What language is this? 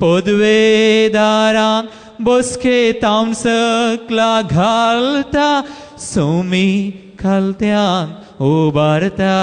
Konkani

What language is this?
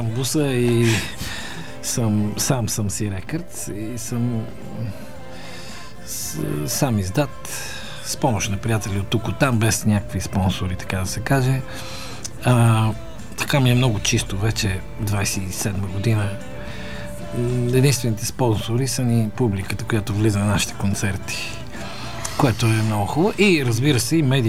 Bulgarian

